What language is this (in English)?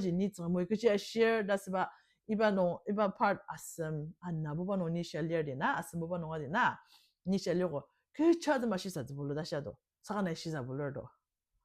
Ao Naga